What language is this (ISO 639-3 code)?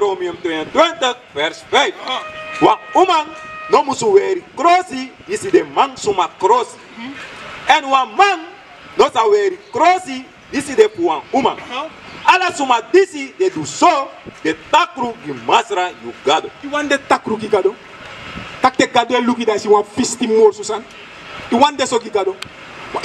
srn